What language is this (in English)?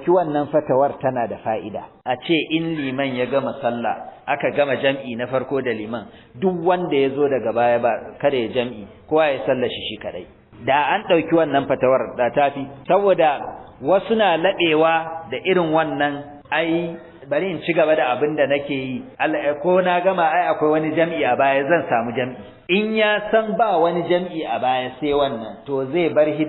Hausa